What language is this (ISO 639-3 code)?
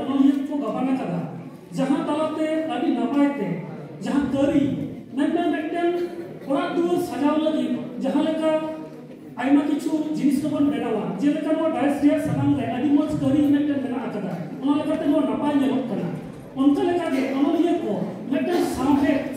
sat